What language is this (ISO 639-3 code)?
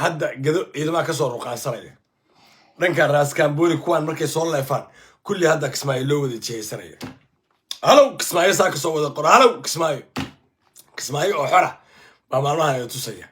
som